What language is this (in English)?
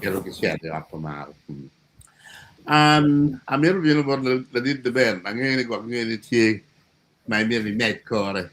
Acoli